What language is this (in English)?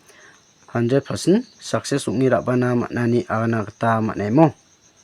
Garo